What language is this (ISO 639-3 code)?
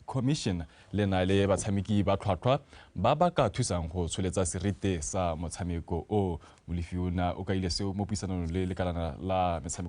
tsn